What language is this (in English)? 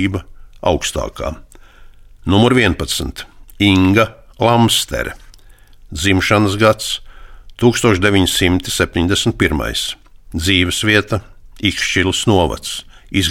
Latvian